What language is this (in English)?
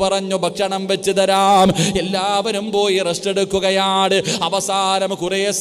Malayalam